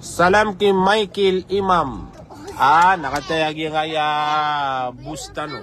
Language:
Maranao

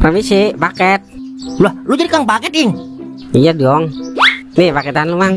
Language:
Betawi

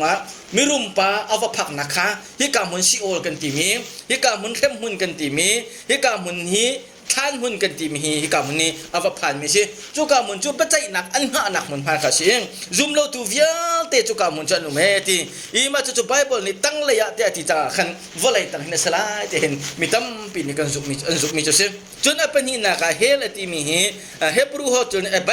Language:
Hakha Chin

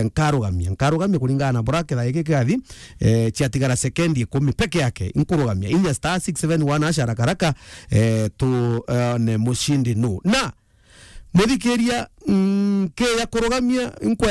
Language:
Meru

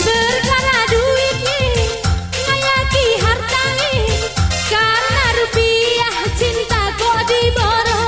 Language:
Batak Karo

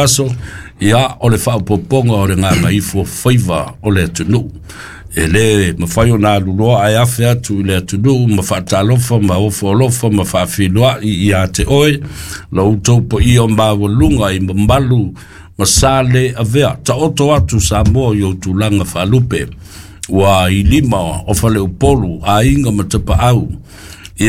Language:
Samoan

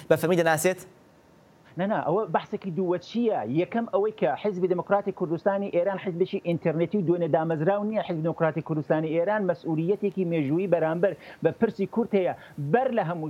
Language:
Central Kurdish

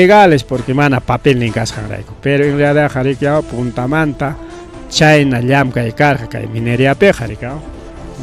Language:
Ayacucho Quechua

